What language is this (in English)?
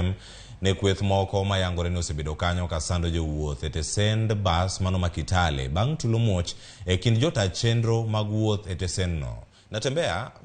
Luo (Kenya and Tanzania)